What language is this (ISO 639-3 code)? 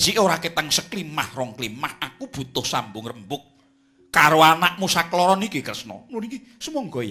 jav